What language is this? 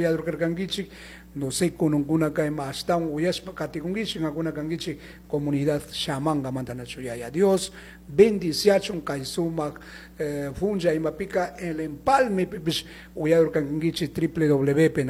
Chimborazo Highland Quichua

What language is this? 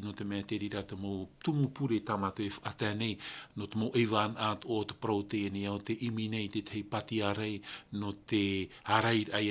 Tahitian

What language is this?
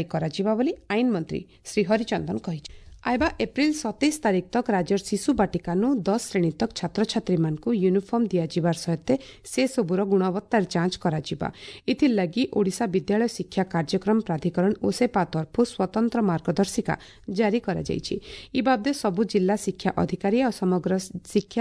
Odia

